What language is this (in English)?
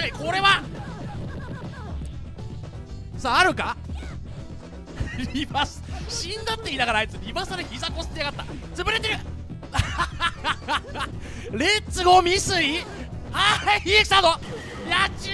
Japanese